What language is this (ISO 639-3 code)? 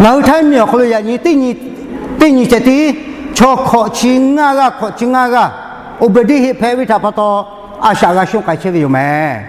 lhu